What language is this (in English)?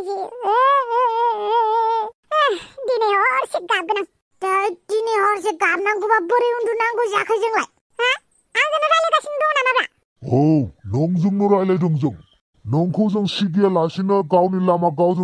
Bodo